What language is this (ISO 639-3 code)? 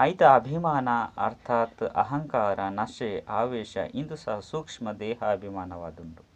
tcy